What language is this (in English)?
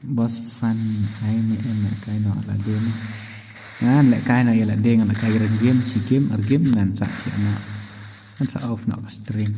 Khasi